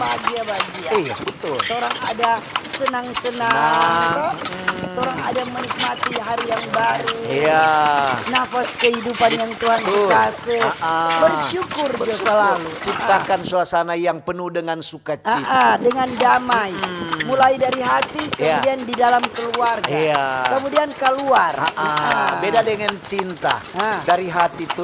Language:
Manado Malay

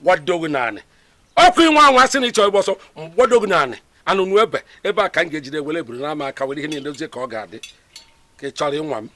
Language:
Igbo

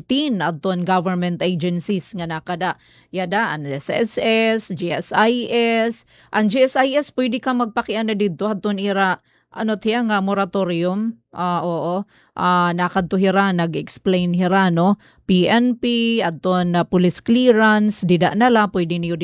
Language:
Waray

